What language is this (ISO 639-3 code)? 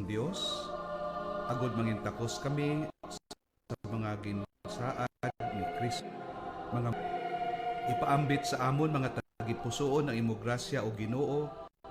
hil